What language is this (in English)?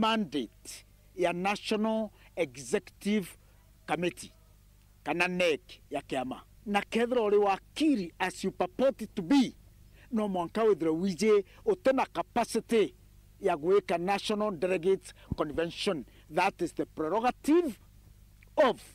Meru